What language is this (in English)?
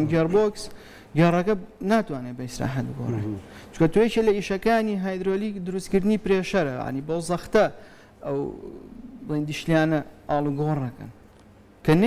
Central Kurdish